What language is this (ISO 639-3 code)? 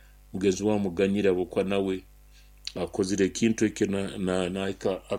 nyo